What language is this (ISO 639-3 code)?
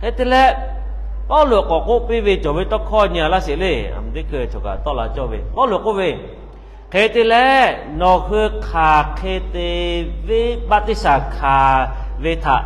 lhu